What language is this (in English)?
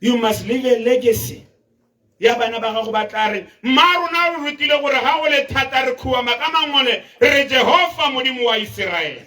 Tswana